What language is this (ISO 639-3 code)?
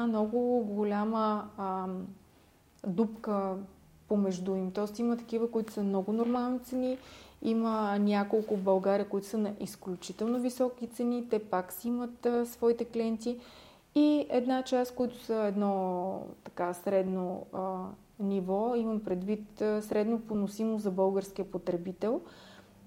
bul